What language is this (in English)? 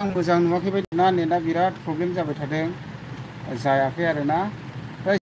Bodo